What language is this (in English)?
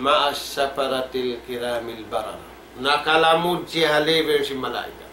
Tausug